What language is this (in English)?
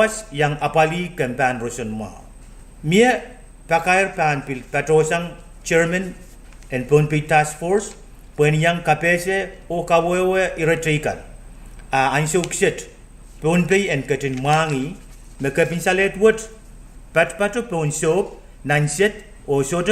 Pohnpeian